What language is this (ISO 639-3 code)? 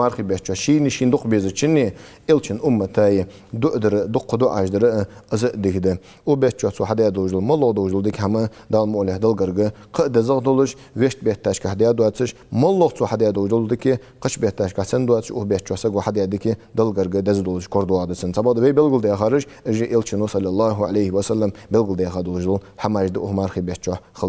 inh